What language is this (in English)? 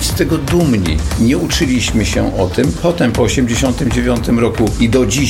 Polish